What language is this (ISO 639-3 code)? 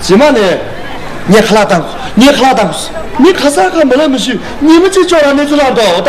bod